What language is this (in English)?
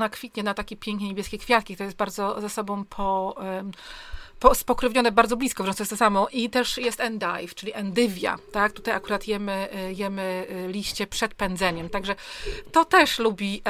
Polish